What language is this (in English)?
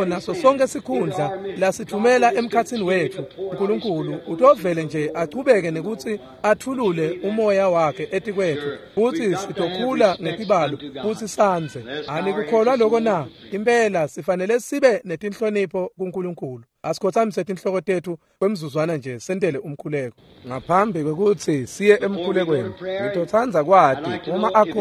Swati